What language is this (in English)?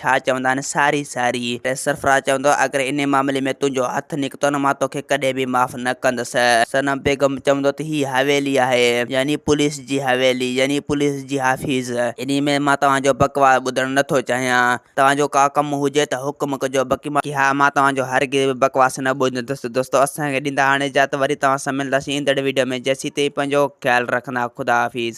Sindhi